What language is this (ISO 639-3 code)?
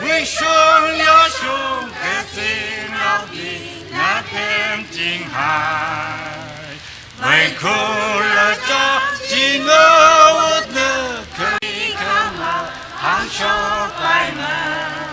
nmf